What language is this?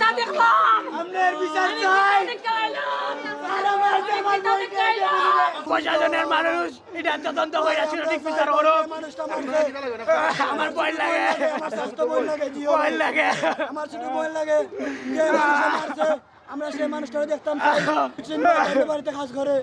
Sylheti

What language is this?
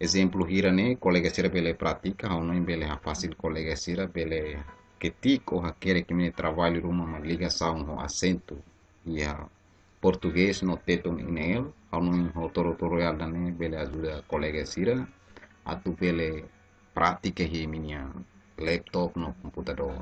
Tetum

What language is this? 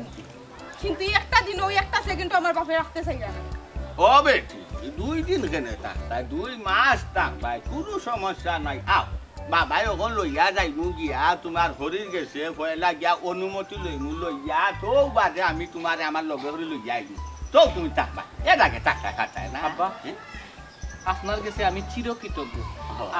Sylheti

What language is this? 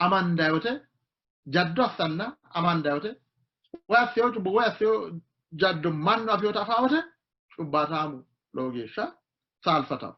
Sidamo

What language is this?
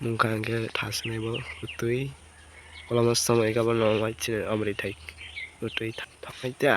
Kok Borok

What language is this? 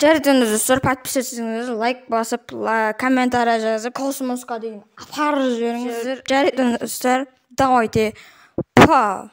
Kazakh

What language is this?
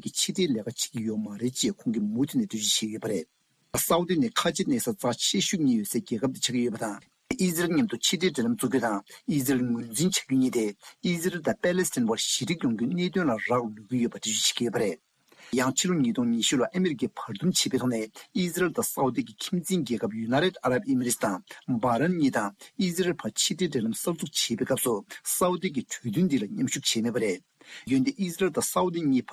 Tibetan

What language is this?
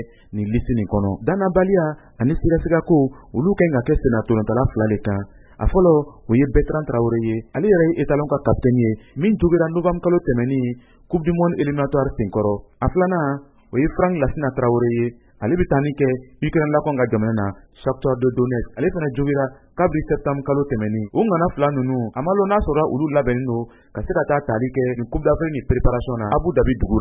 Bambara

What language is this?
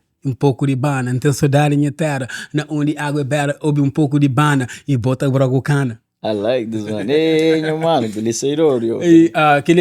Kabuverdianu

